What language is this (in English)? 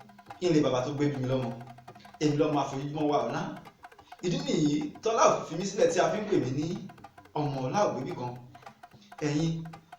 Yoruba